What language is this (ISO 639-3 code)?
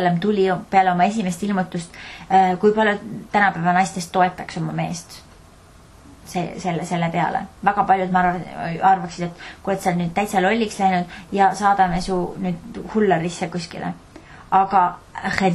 est